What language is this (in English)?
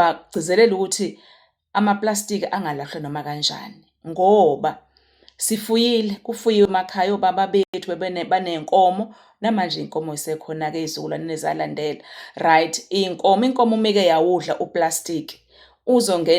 Zulu